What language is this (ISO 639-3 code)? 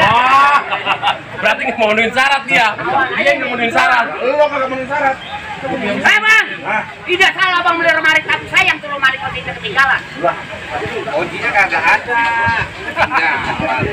bew